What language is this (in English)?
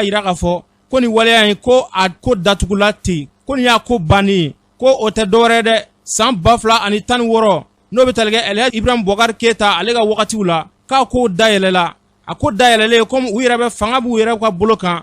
Bambara